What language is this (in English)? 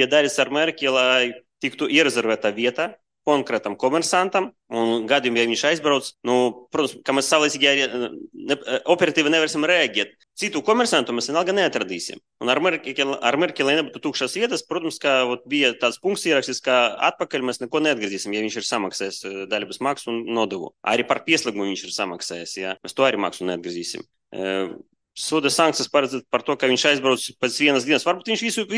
Latvian